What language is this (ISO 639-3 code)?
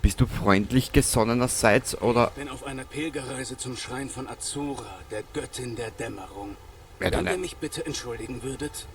bar